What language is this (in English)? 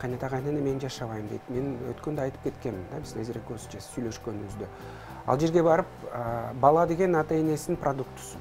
Kyrgyz